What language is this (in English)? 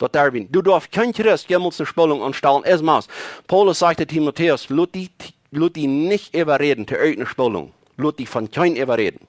Plautdietsch